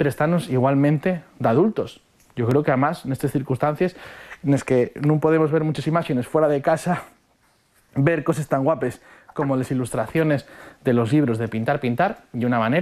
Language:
Asturian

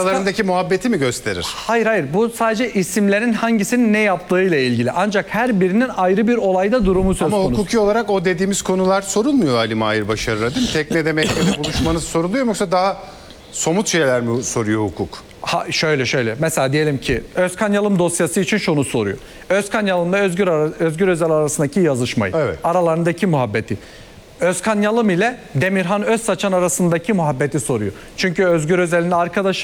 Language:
Turkish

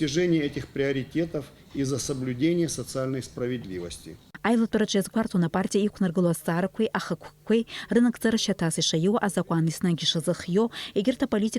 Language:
Abkhazian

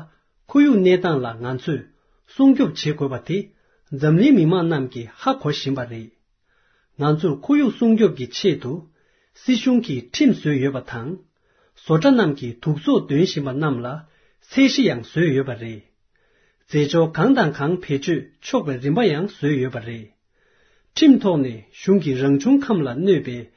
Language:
Tibetan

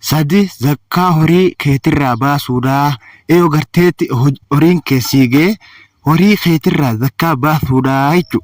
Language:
Oromo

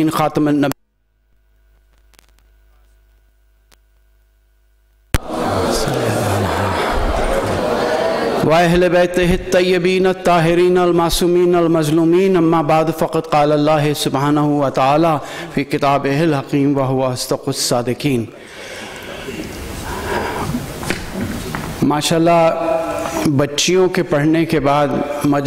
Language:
Urdu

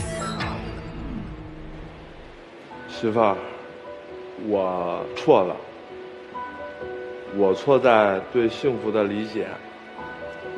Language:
Chinese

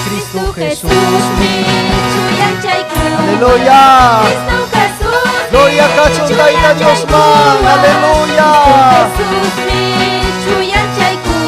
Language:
Ayacucho Quechua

